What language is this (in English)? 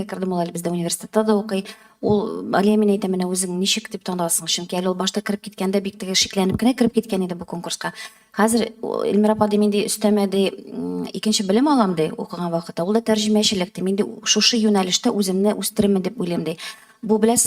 Tatar